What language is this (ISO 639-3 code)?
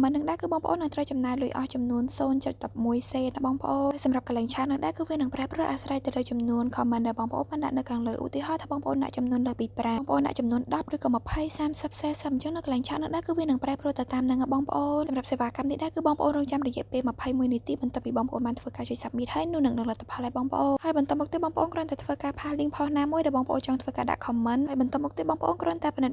khm